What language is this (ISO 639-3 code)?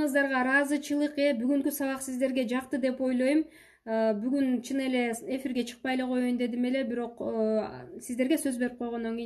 kir